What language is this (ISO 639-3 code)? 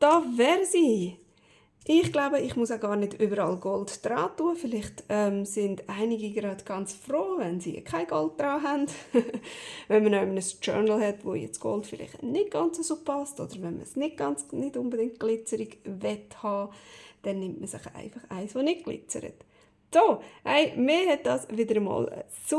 gsw